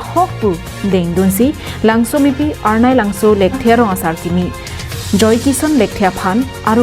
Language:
Karbi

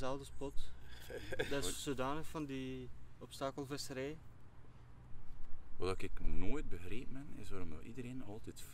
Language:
Dutch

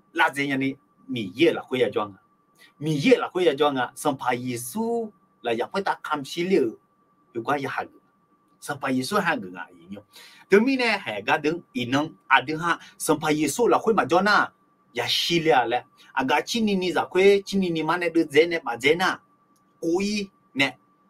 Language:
Akha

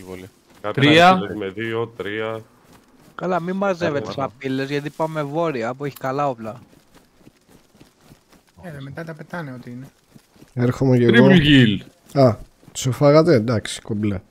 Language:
Greek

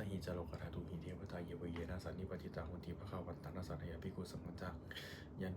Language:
Pali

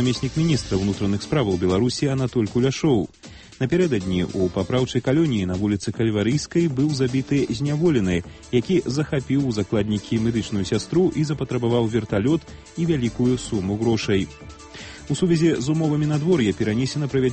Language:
Belarusian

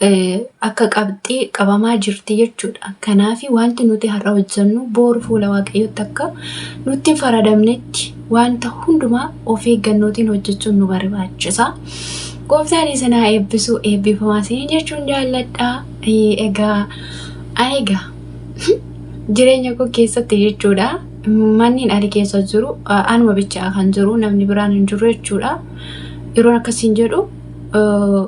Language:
Oromo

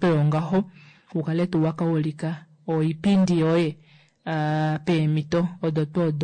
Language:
Kuanyama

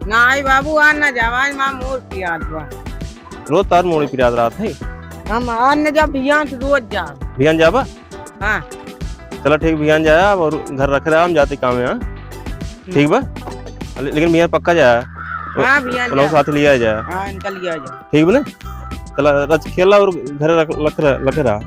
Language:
Awadhi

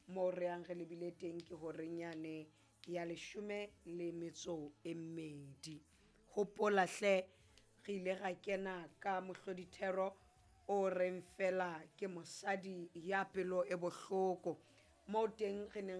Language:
Southern Sotho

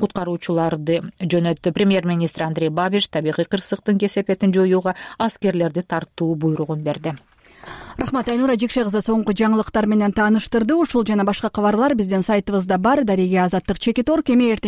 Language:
Kyrgyz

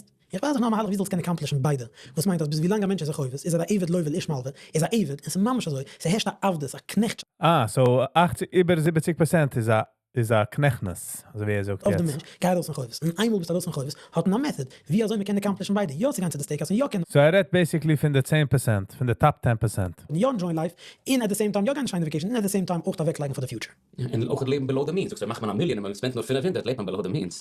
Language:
Yiddish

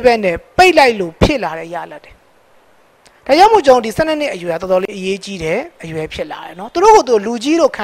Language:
Burmese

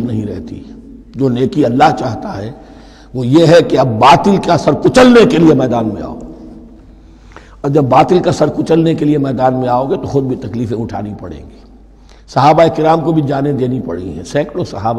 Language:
Urdu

